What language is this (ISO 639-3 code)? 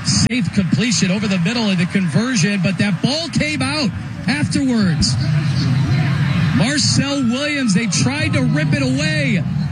eng